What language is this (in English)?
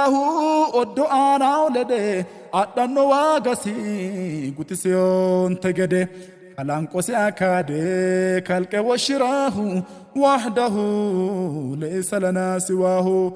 Sidamo